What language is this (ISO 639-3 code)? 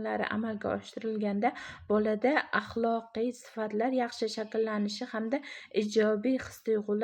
uzb